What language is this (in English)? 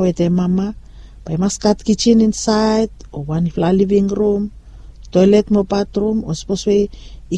Bislama